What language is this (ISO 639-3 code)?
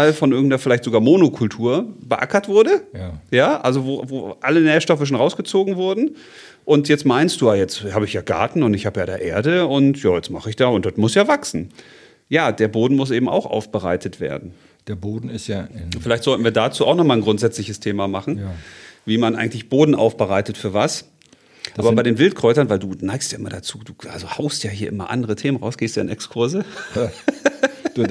deu